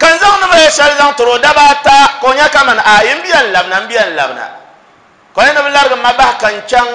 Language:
Dagbani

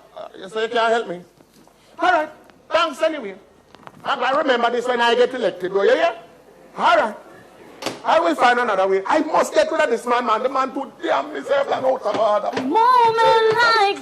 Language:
Jamaican Creole English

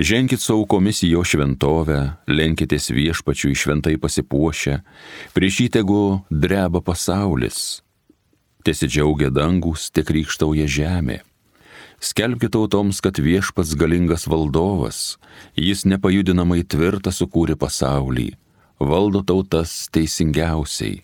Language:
Lithuanian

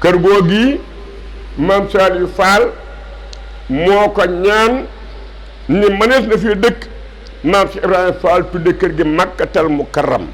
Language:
Wolof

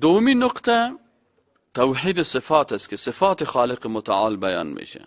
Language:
Persian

